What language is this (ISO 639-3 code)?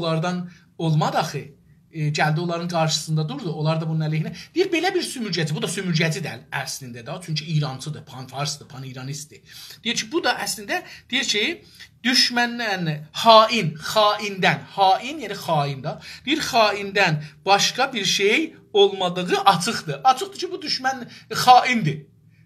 azb